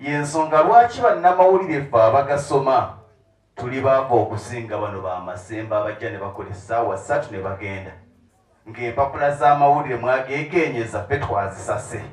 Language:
Ganda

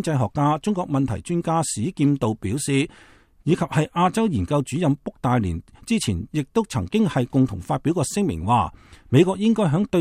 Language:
Cantonese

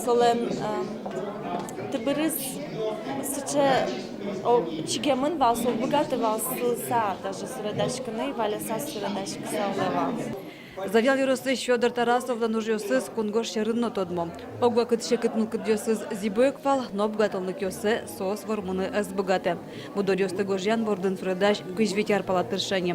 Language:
Udmurt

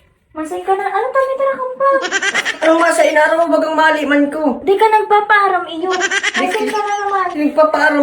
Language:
Bikol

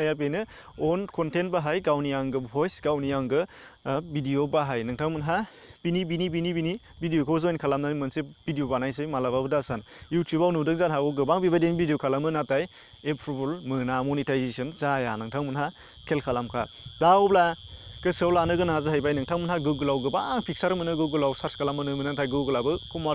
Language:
Bodo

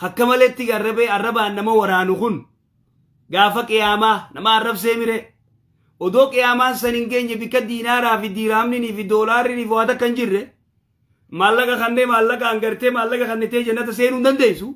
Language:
Oromo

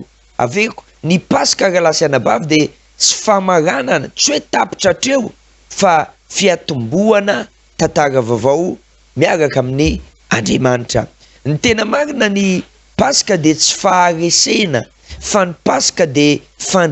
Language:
Malagasy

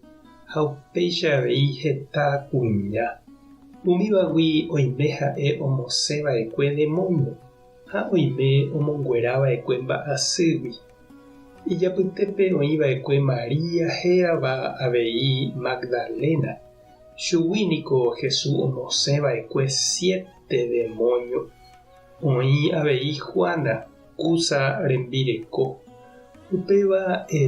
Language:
Guarani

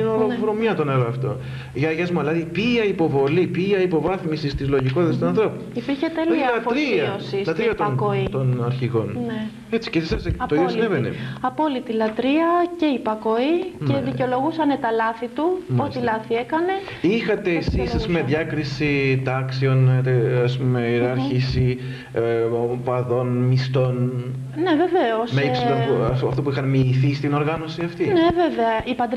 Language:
Greek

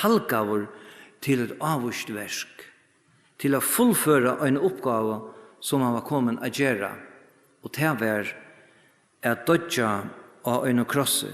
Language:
Faroese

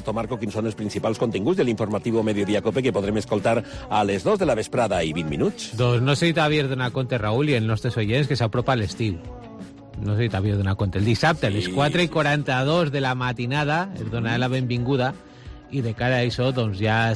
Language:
Catalan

